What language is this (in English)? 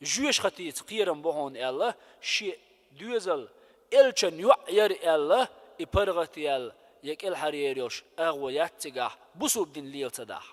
Chechen